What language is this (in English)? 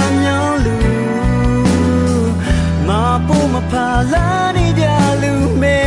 Akha